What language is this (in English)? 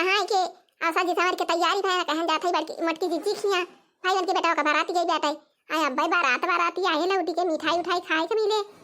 Awadhi